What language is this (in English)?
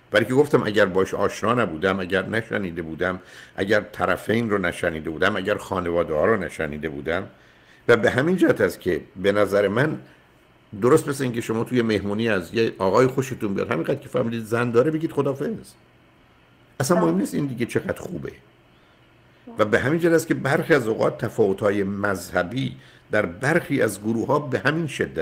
Persian